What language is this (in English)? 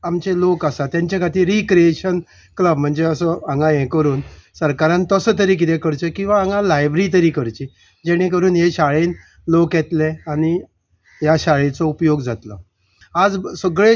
Konkani